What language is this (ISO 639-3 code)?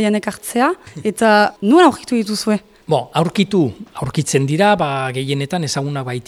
eus